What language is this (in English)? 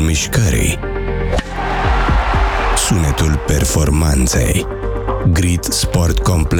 Romanian